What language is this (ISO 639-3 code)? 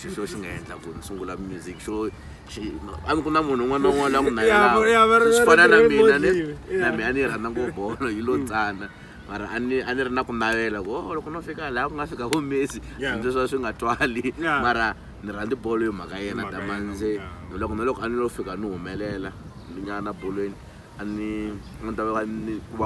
tso